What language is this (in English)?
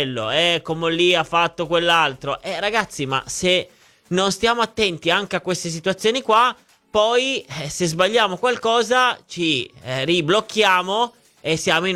Italian